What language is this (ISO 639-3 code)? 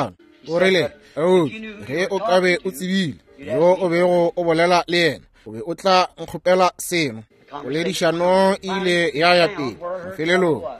nso